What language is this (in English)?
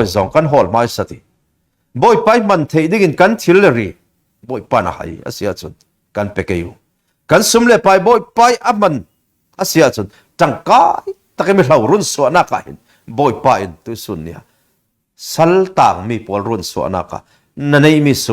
Falam Chin